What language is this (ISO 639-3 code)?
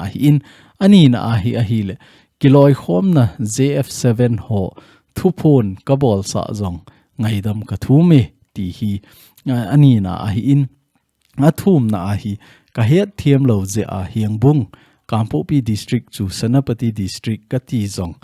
tcz